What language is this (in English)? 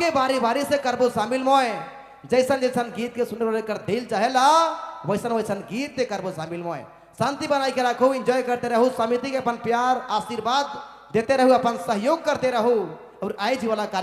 Sadri